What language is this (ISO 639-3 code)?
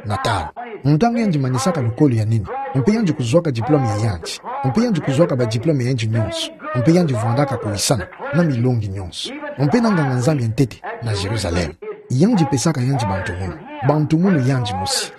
ktu